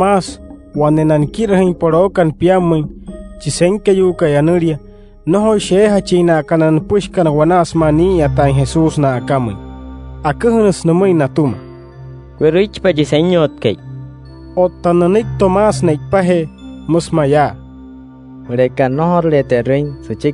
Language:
Wayuu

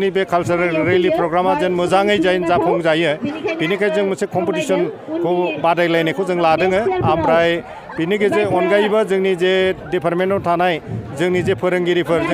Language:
Bodo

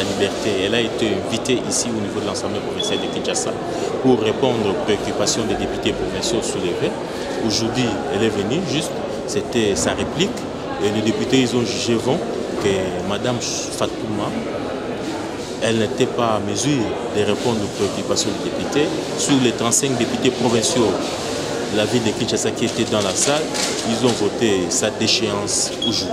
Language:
French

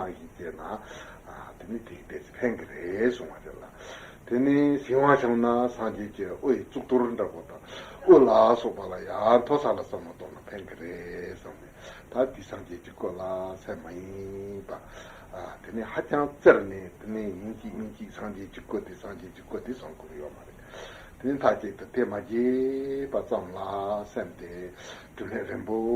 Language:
Tibetan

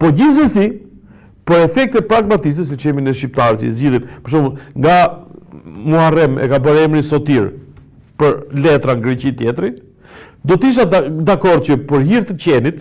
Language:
Albanian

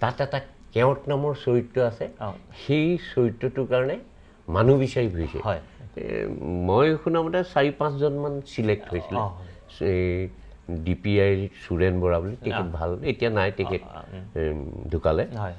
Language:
Assamese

